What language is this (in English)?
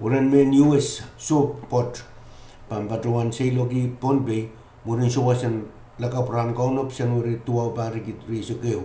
Pohnpeian